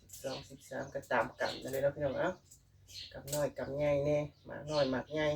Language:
Northeastern Thai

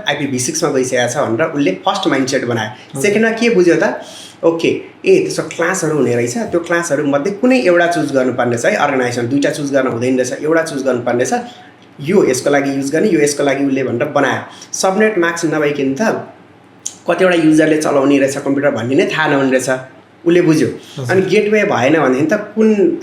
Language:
Nepali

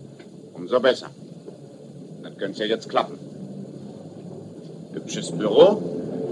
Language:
German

